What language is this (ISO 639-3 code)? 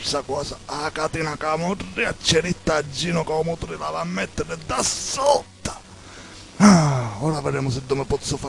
scn